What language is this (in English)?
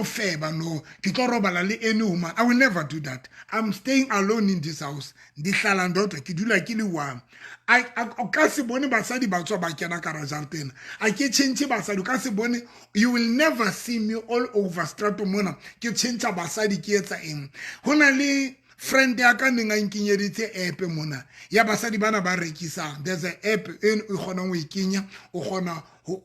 Southern Sotho